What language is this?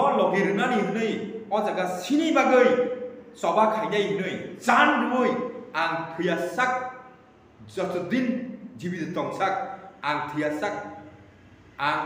Kok Borok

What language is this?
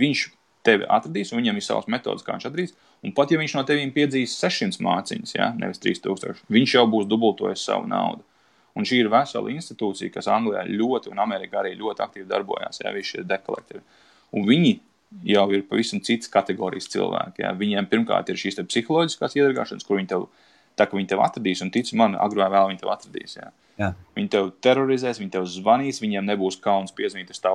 Latvian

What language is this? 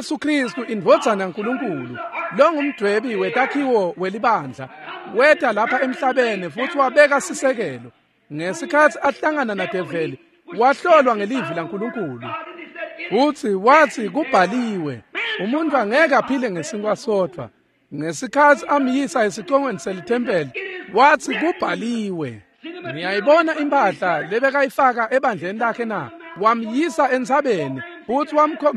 Swati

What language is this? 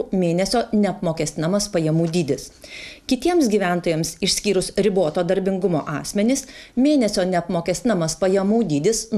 Lithuanian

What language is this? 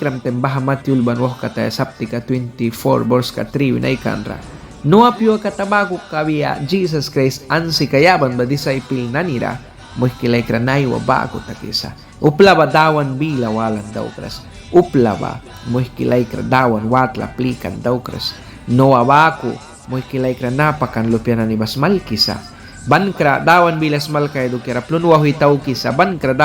Mískito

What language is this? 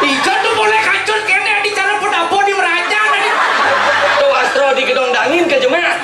Balinese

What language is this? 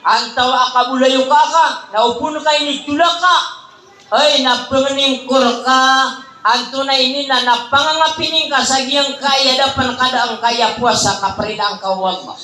Maranao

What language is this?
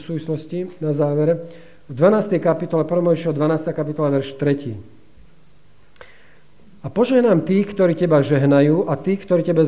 Slovak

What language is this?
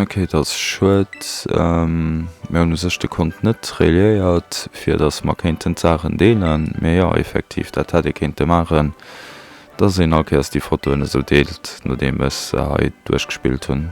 Luxembourgish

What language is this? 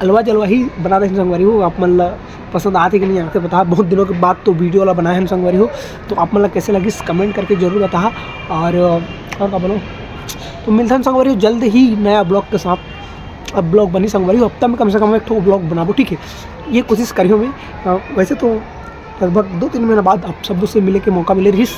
Chhattisgarhi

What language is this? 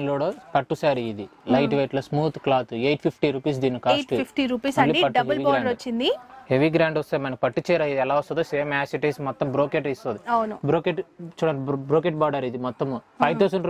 Telugu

